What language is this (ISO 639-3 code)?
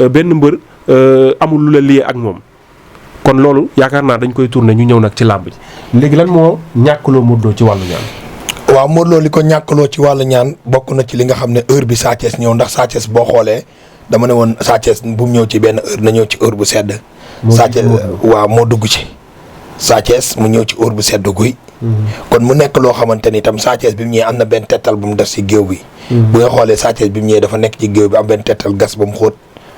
wol